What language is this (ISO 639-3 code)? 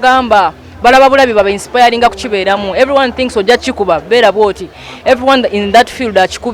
lug